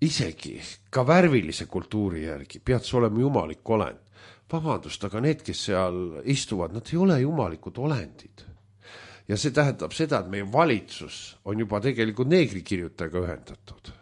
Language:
Estonian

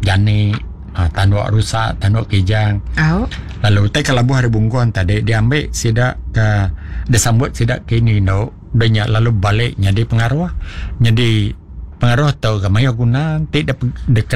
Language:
Iban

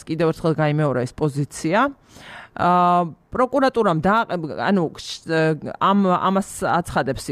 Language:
Georgian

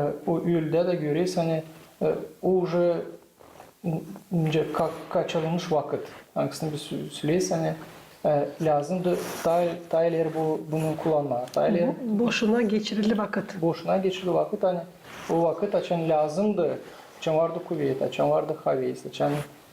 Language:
Gagauz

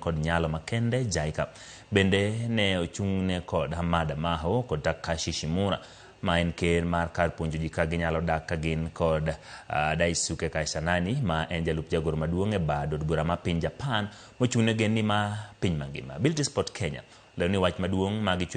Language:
Luo (Kenya and Tanzania)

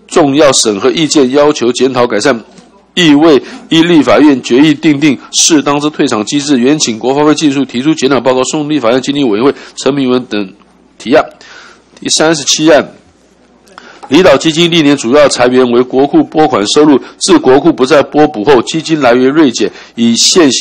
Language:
Chinese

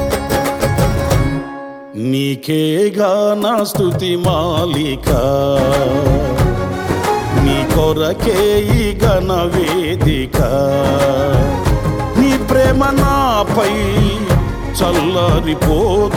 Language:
Telugu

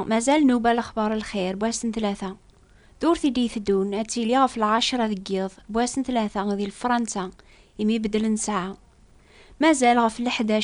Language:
Kabyle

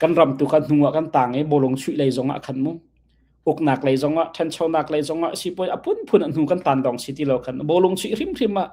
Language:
Hakha Chin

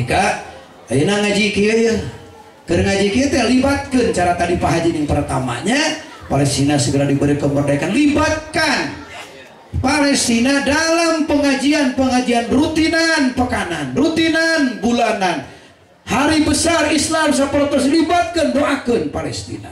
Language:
Sundanese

